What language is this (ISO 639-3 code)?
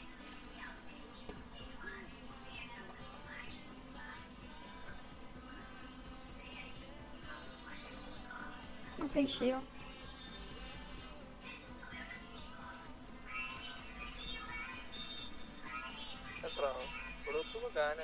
por